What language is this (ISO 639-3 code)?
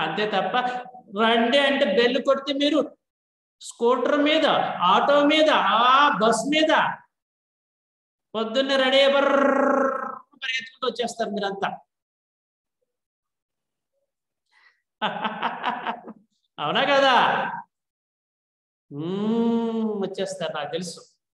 tel